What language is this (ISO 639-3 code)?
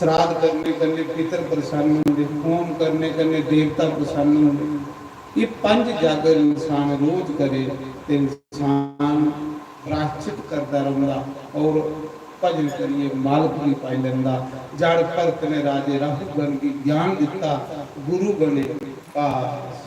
doi